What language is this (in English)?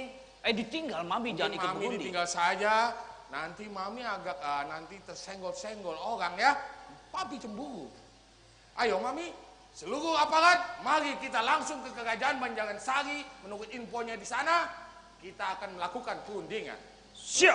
Banjar